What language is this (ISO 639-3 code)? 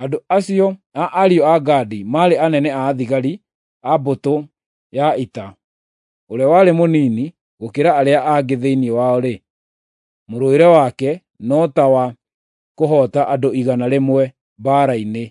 kik